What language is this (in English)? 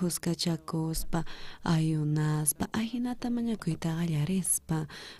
South Bolivian Quechua